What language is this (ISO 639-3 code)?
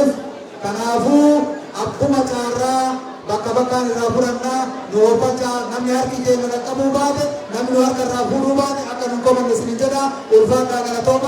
orm